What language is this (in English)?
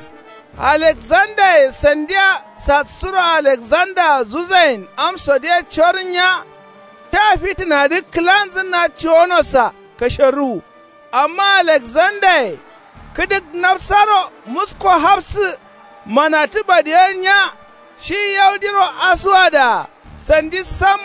Kanuri